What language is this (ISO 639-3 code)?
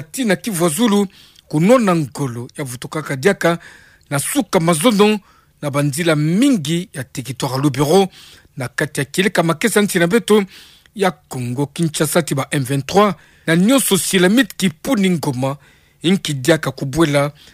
ktu